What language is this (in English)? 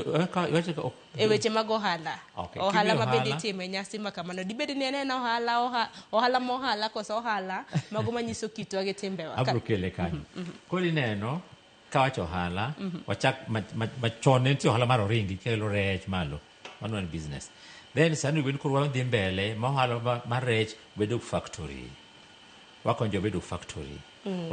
Luo (Kenya and Tanzania)